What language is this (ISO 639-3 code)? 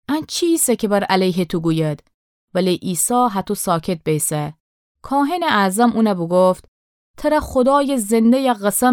glk